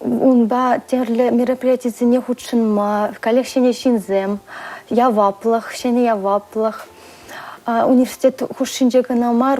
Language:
Chuvash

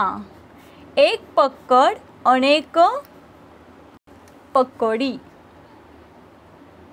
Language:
Marathi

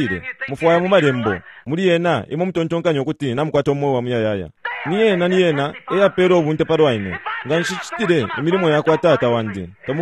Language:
Bemba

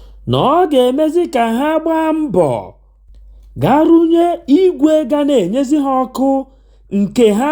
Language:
Igbo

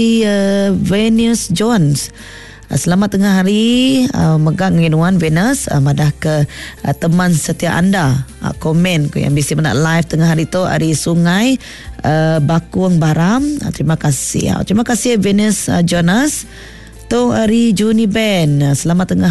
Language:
Iban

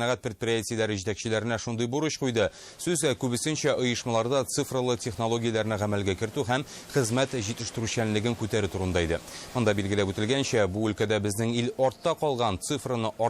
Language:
Tatar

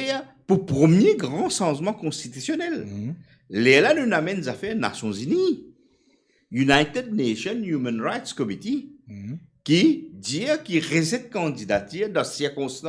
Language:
Morisyen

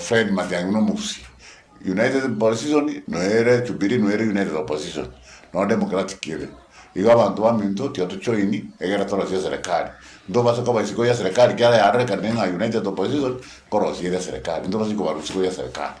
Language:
Gusii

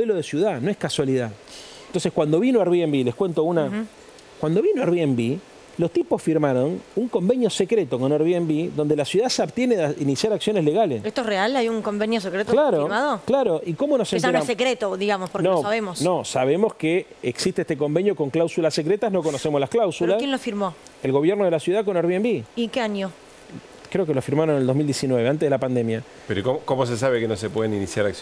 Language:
Spanish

